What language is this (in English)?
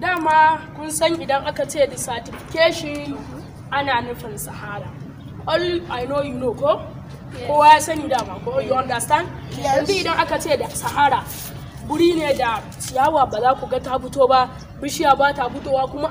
Hausa